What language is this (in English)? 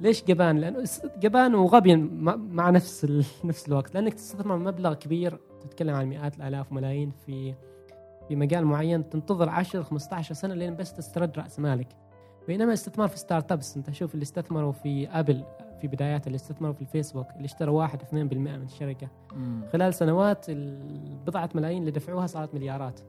Gulf Arabic